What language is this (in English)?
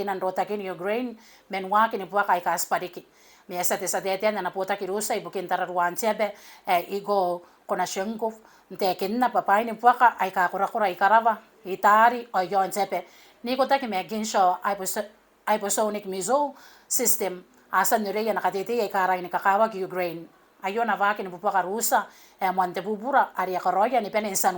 Gilbertese